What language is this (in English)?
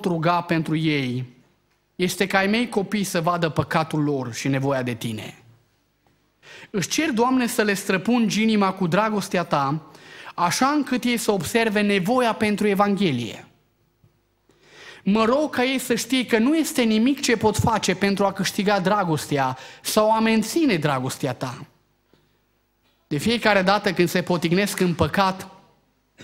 Romanian